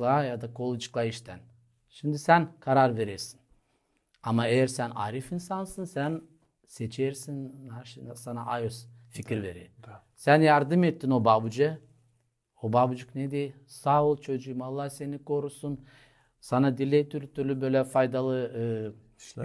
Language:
Gagauz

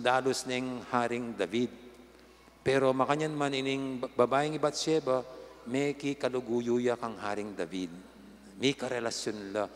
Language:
Pampanga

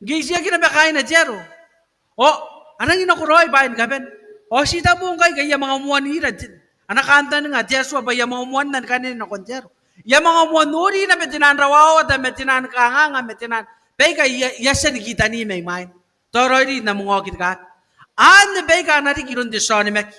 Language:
Gilbertese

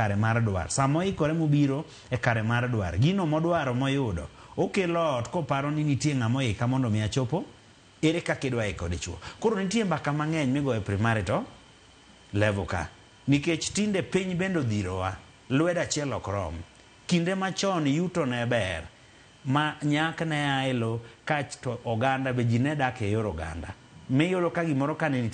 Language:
Luo (Kenya and Tanzania)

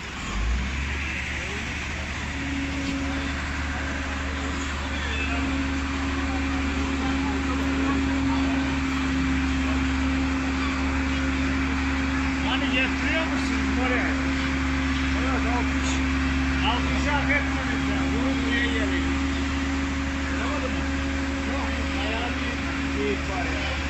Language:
Turkish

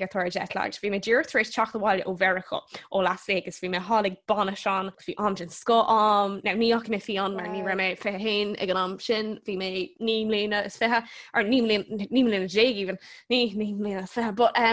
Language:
Irish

